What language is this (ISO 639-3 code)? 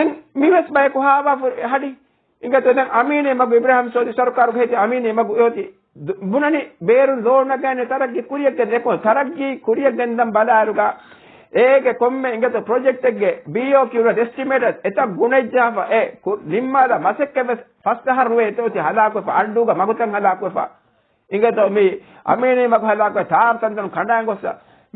div